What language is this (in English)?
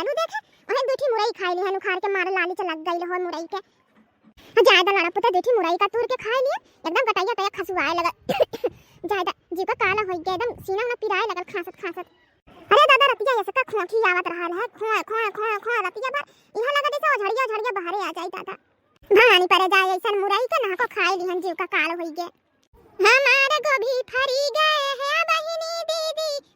Bhojpuri